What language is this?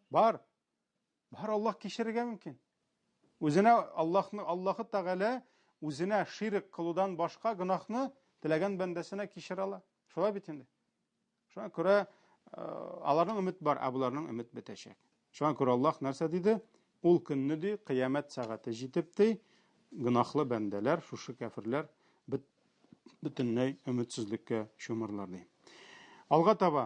Tatar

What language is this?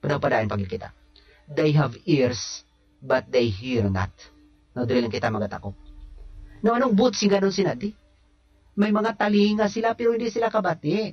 Hiligaynon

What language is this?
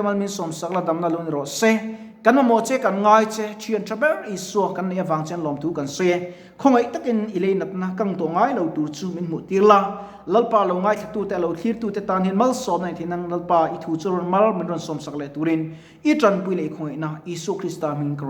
Mizo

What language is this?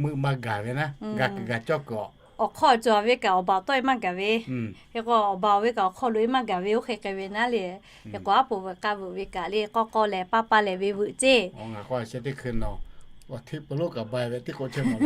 Lahu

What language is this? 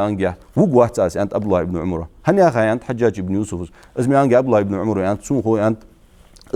Ingush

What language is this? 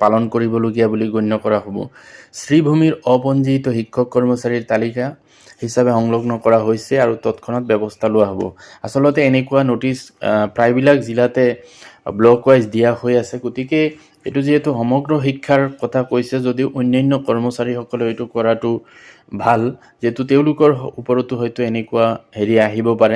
Assamese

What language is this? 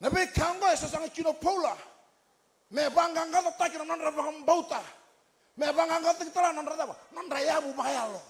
Fijian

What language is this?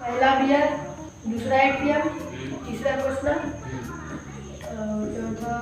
Chhattisgarhi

